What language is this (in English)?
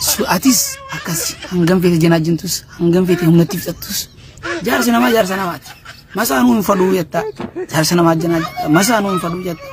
Oromo